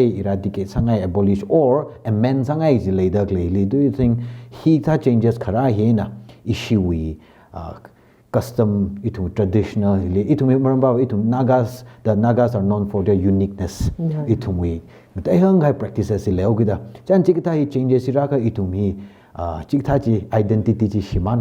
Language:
Tangkhul Naga (India)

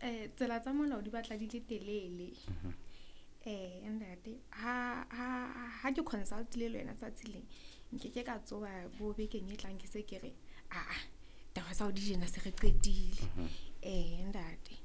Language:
Southern Sotho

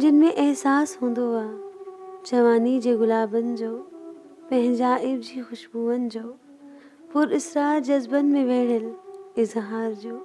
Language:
Sindhi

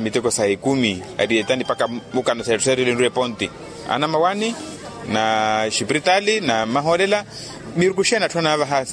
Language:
Makhuwa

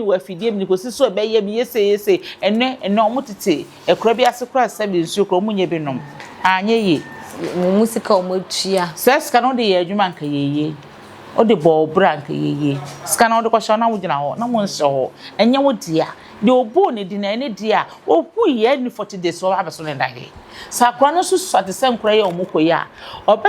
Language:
Akan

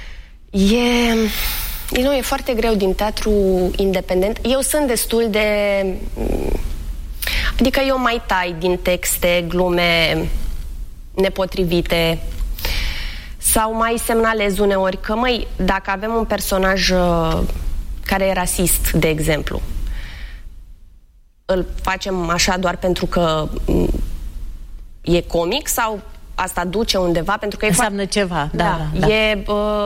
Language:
Romanian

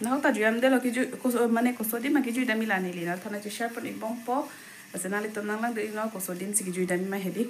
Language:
Karbi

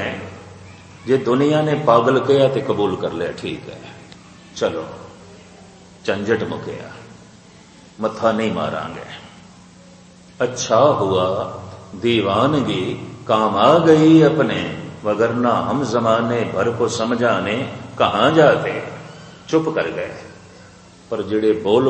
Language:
Punjabi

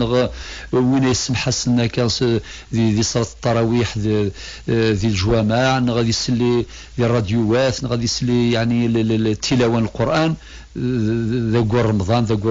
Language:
Kabyle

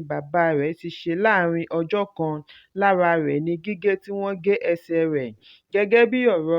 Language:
Yoruba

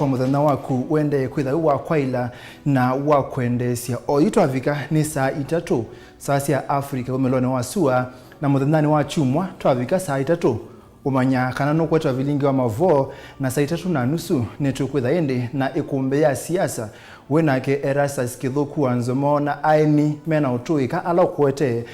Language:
Kamba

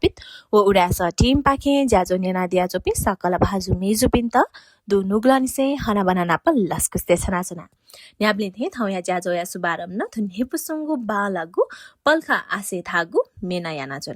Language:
Newari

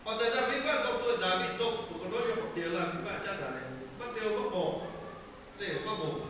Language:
Lahu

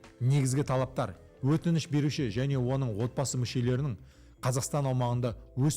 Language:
Kazakh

